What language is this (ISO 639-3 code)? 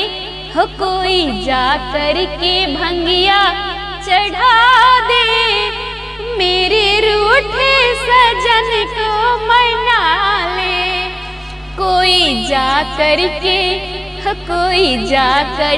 bho